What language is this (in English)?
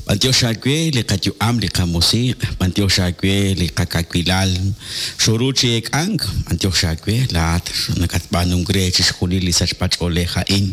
Kekchí